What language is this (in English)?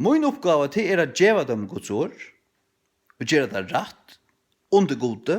Faroese